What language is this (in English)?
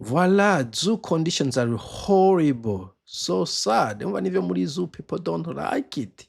Rundi